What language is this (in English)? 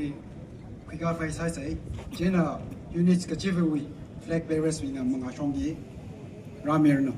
Tangkhul Naga (India)